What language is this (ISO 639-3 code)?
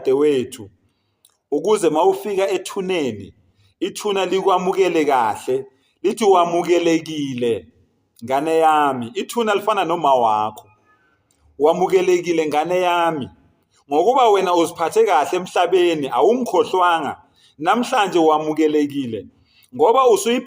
zul